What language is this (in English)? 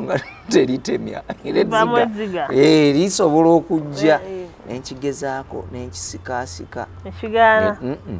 Ganda